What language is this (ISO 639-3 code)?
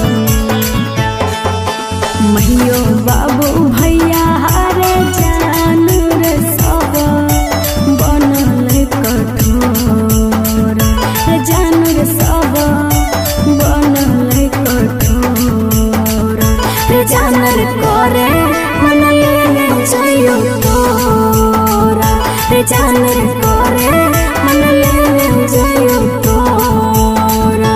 bho